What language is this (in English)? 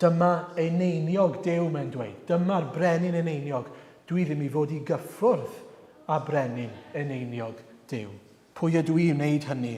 Welsh